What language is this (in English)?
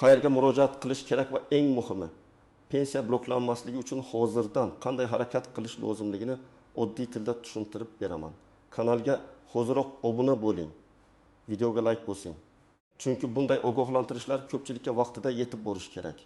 Uzbek